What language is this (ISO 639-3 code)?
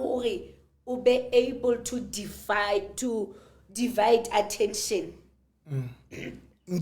sot